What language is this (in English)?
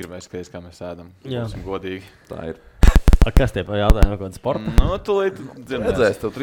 Latvian